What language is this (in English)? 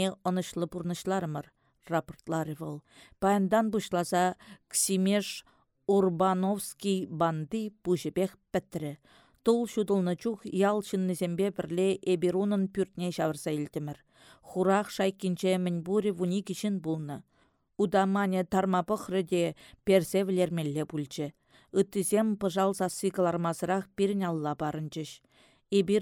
Chuvash